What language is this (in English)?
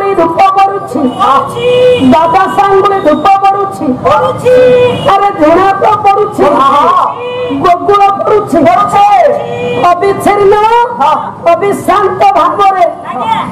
Odia